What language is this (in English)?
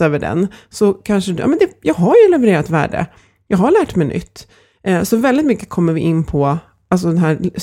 Swedish